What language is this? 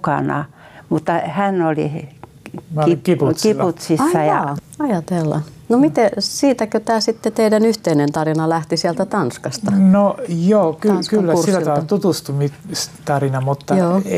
Finnish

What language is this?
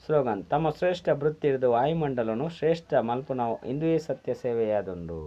Tulu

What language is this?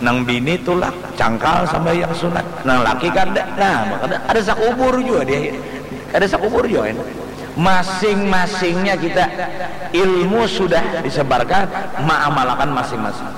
Banjar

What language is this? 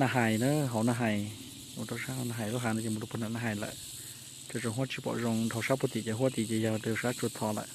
Hmong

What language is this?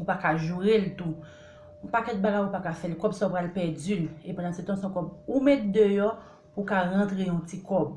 Haitian Creole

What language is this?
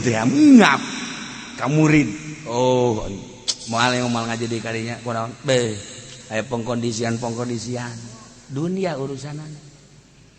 Sundanese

